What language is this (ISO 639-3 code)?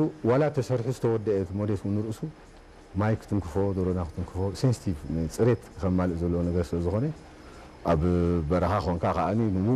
tir